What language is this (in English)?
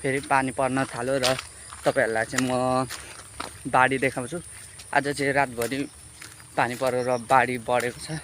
Nepali